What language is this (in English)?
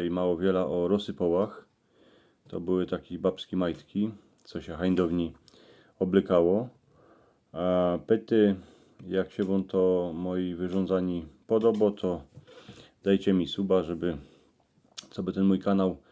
Silesian